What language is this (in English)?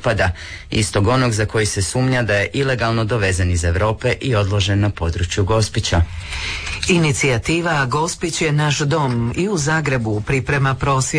Croatian